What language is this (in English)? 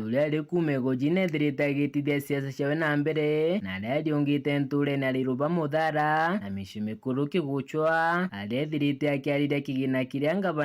Meru